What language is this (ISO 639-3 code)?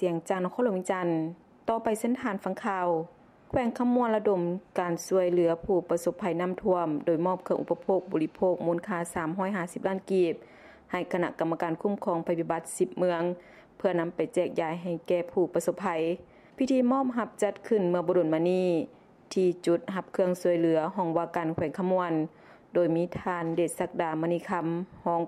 lao